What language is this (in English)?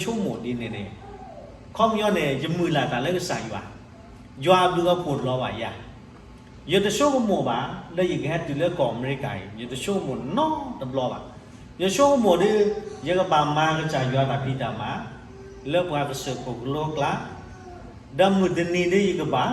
S'gaw Karen